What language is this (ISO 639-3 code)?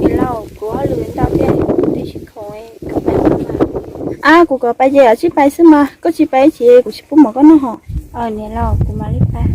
hmn